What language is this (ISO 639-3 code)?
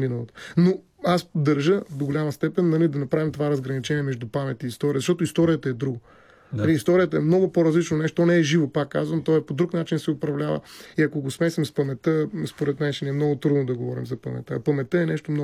bul